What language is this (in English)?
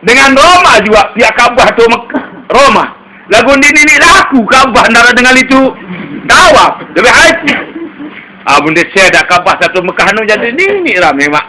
Sasak